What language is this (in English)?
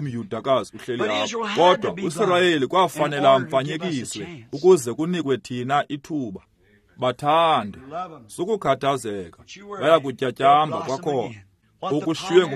Xhosa